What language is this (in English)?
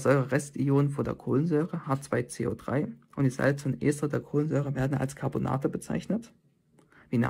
German